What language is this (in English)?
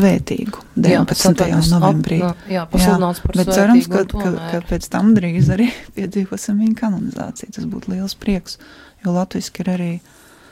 Latvian